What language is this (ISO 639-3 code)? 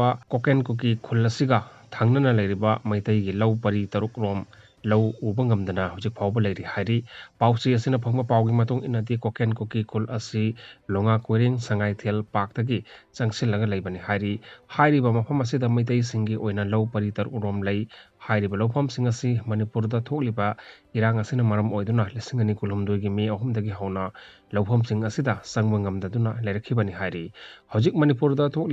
mni